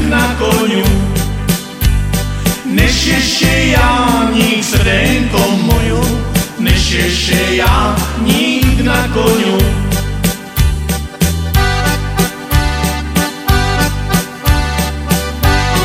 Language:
Slovak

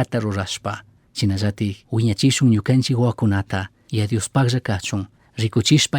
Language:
Chimborazo Highland Quichua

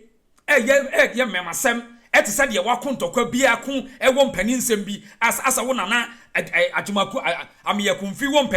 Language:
Akan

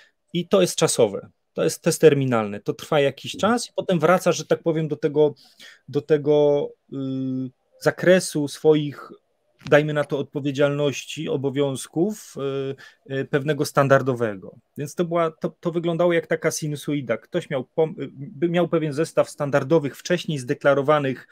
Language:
Polish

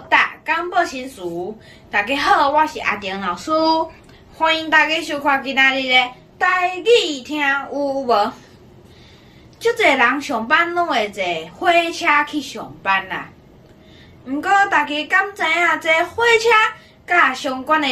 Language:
Min Nan Chinese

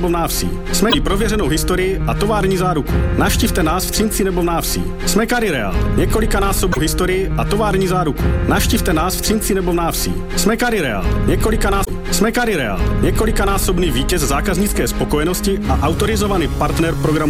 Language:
Czech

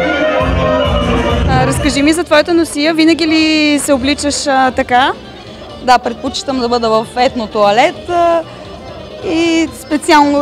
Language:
Bulgarian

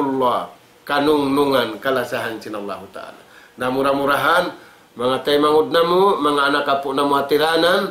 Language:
Tausug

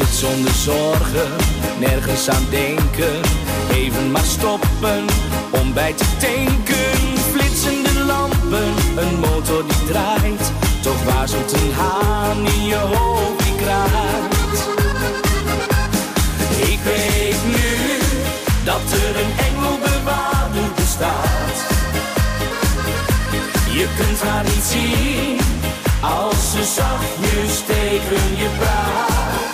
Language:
Dutch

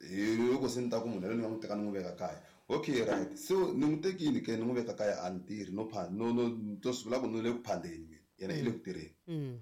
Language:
Tsonga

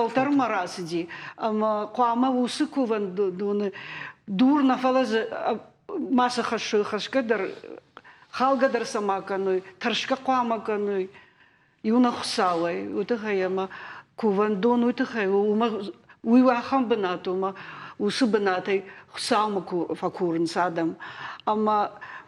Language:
Ossetic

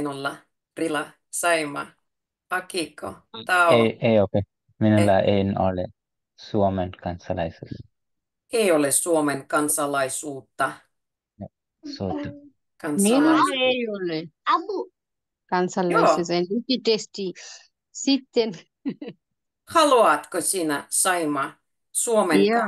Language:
Finnish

